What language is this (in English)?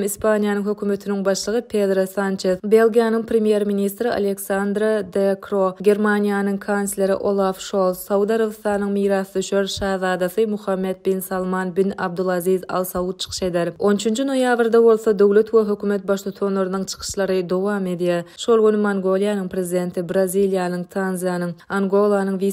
Turkmen